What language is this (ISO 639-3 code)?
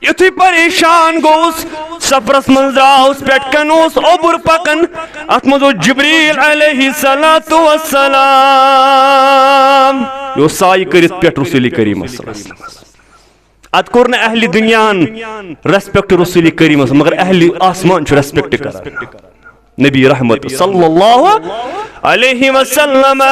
kas